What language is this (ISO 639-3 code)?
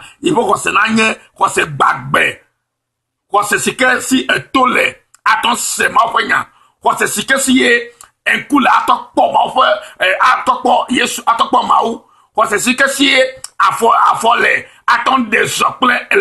ewe